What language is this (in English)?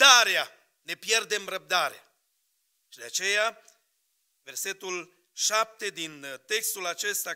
Romanian